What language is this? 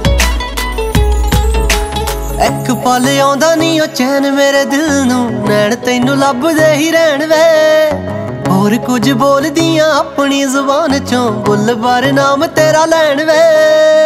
Punjabi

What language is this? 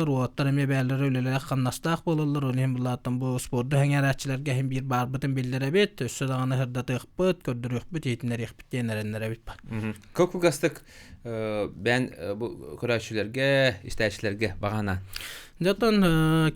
Yakut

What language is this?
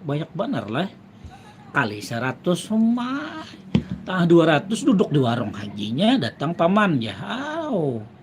Banjar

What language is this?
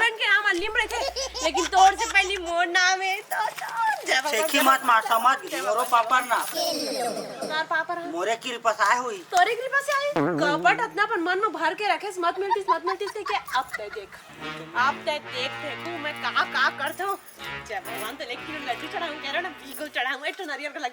Chhattisgarhi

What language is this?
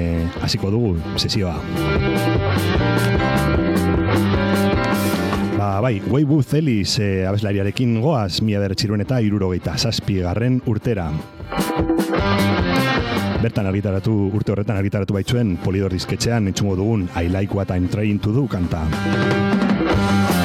Basque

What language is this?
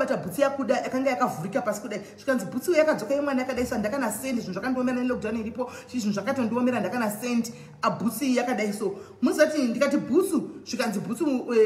Shona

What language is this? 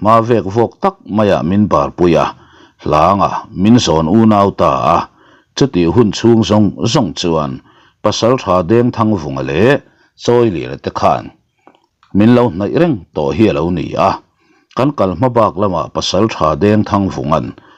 Mizo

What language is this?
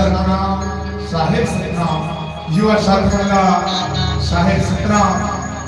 Chhattisgarhi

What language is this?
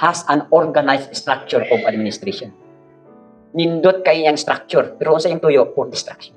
Cebuano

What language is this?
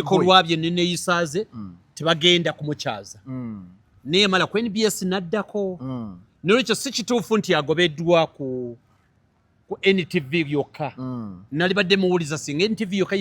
Ganda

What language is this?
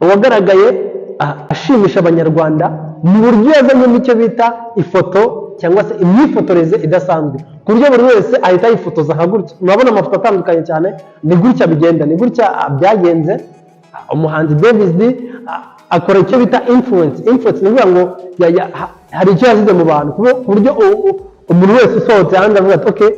Kinyarwanda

